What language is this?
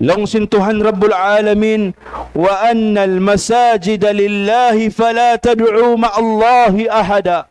Tausug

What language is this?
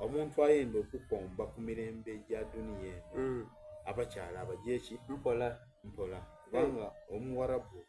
Soga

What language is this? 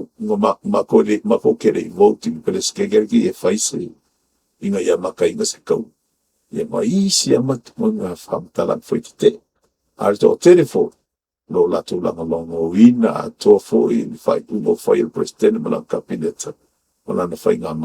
Samoan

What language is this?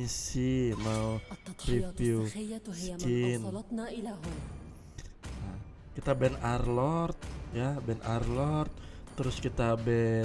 Indonesian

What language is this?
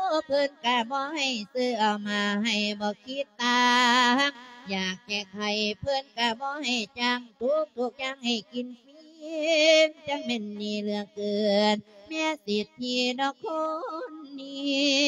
Lao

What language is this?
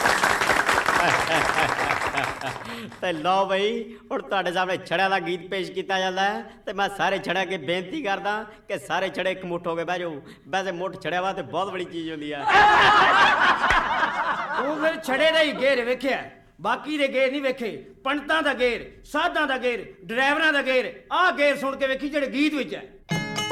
Punjabi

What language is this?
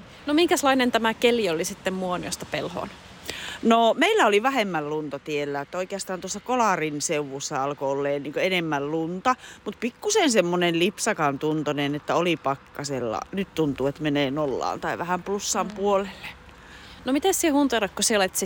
Finnish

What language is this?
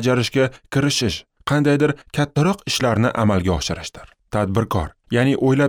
Uzbek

